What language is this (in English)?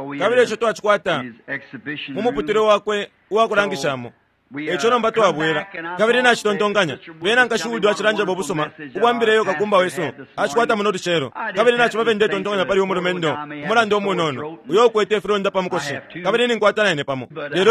Bemba